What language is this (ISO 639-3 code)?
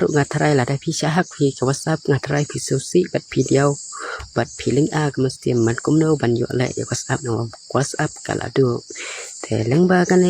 kha